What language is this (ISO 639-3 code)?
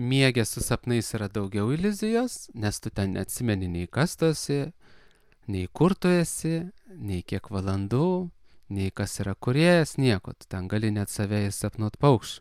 lit